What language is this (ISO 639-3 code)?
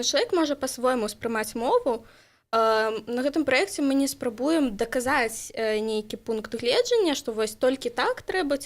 bel